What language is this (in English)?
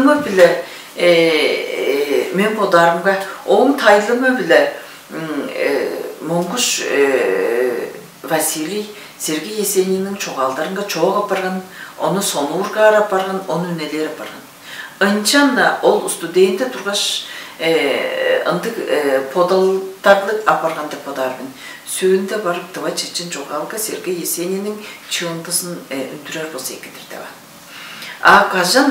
Tuvinian